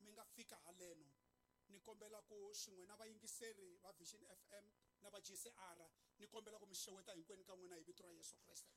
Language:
Tsonga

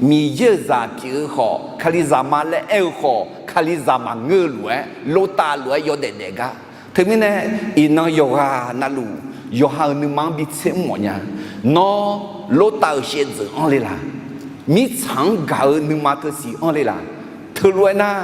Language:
Akha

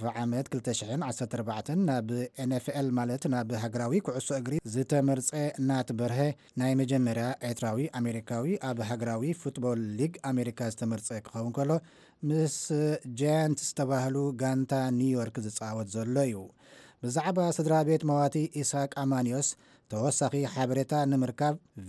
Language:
Tigrinya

